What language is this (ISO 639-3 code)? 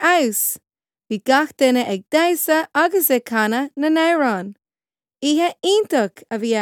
gle